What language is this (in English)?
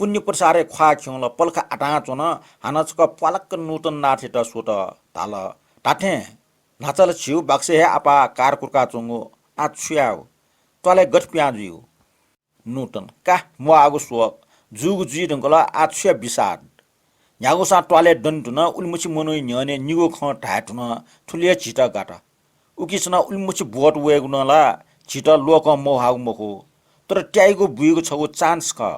Newari